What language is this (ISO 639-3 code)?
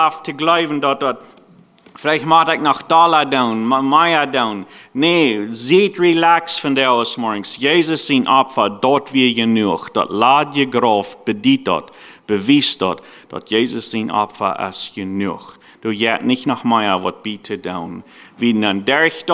pdt